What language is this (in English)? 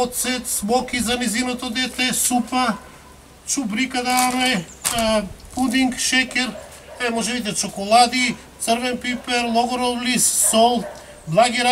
Macedonian